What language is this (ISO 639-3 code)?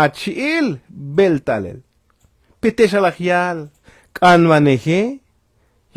tzo